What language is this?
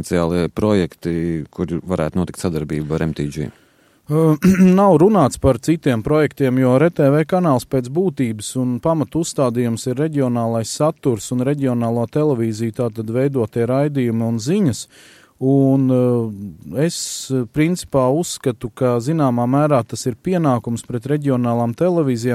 Latvian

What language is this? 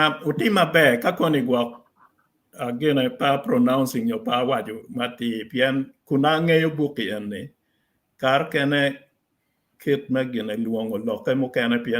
Acoli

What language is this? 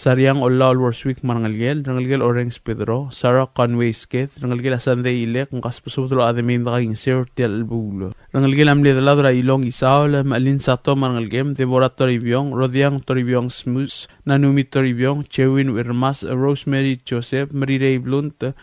Palauan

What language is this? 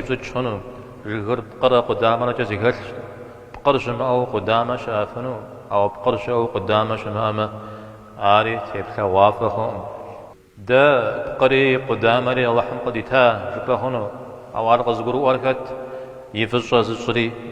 Kabardian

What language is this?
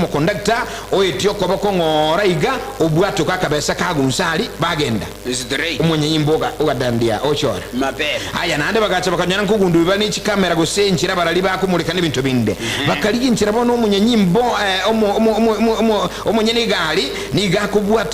Gusii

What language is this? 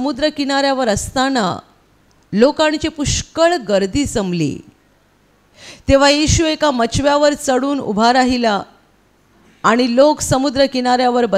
Marathi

